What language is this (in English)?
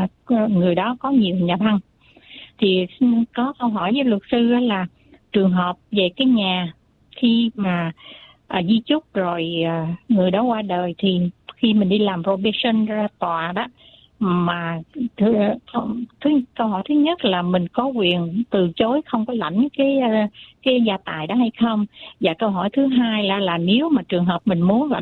Vietnamese